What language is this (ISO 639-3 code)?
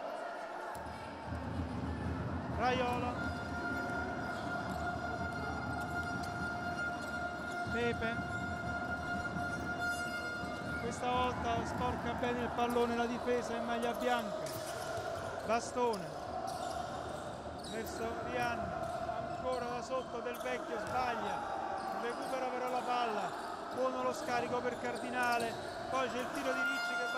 ita